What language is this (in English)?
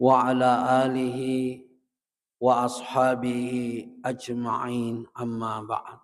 Buginese